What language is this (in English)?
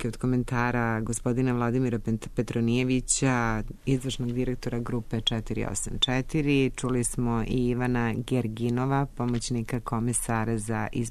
Serbian